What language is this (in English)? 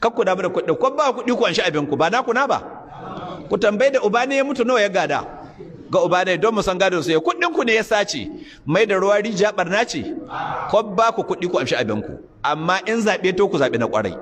Hausa